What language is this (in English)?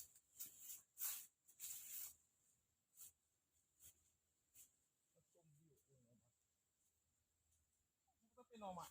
Lao